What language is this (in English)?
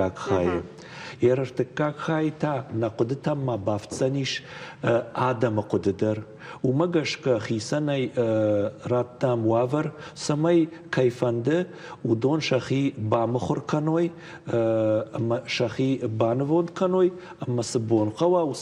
Ossetic